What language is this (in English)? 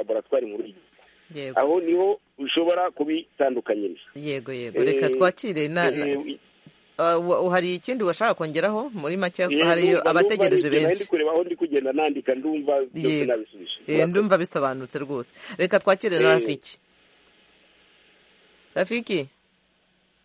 Kinyarwanda